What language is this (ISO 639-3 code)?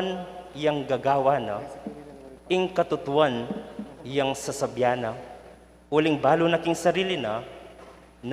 pam